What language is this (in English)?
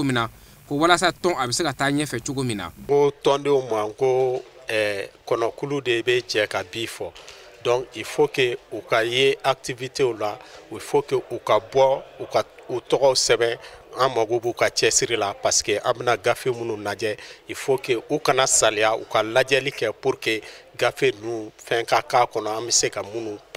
Bambara